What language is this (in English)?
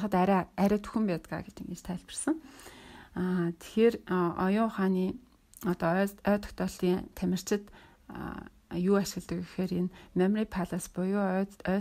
Mongolian